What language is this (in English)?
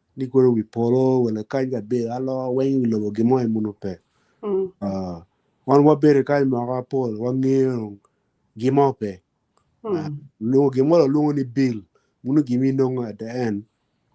Acoli